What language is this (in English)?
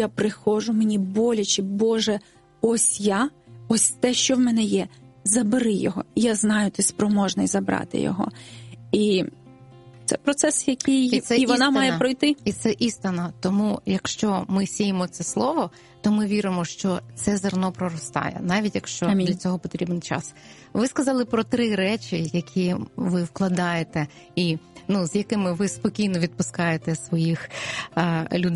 Ukrainian